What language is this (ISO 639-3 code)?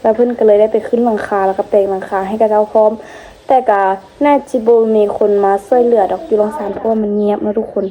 lao